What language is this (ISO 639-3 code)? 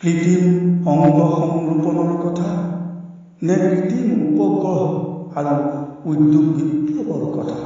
asm